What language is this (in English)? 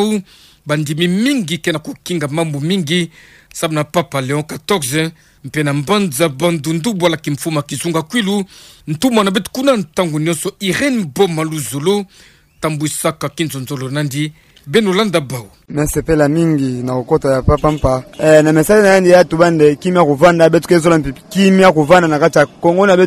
Kituba (Democratic Republic of Congo)